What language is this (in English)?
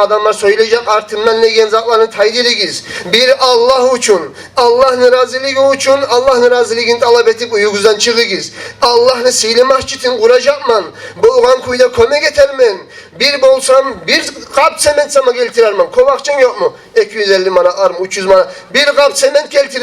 Kumyk